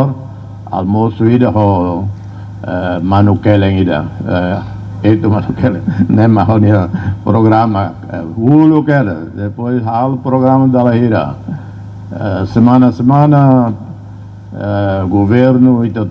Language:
Tetum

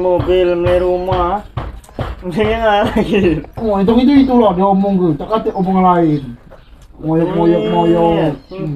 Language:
Musi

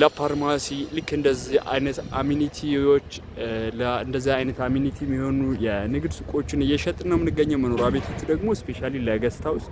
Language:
Amharic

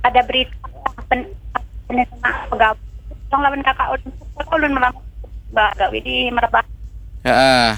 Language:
Banjar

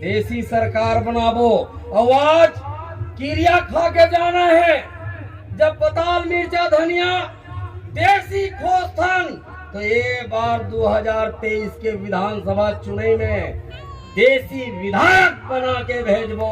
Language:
Chhattisgarhi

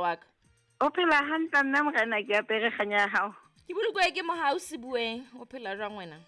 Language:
Southern Sotho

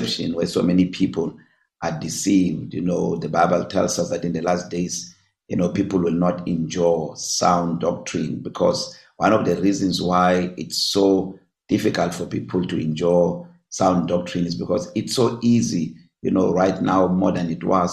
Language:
English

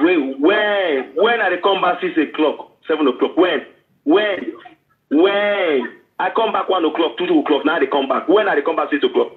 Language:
Nigerian Pidgin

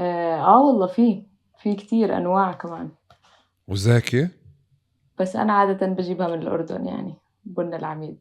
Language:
North Levantine Arabic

